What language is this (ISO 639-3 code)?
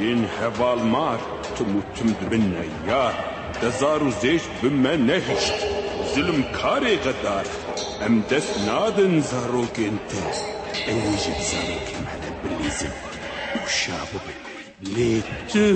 kur